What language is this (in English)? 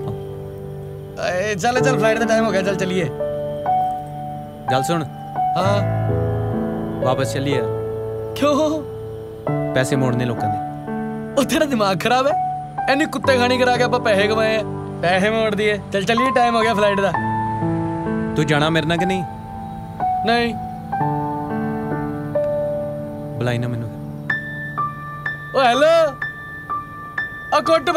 Punjabi